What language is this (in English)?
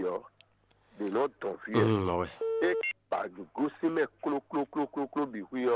Fon